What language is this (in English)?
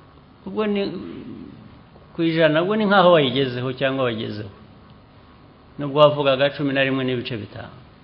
Kinyarwanda